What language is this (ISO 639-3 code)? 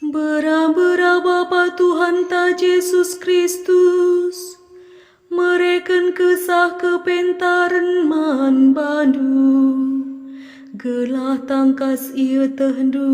btx